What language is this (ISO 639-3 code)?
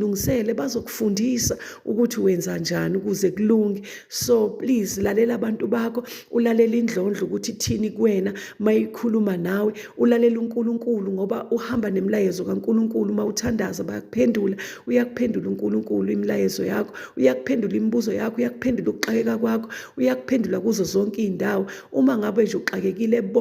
zul